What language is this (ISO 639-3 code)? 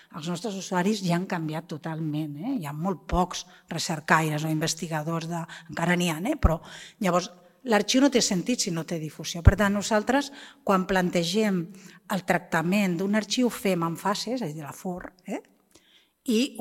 cat